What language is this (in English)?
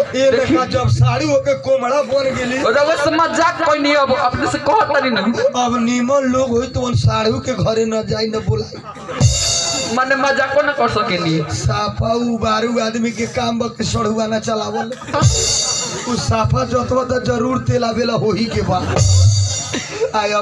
Bhojpuri